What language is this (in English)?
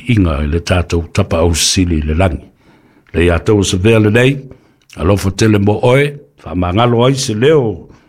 Samoan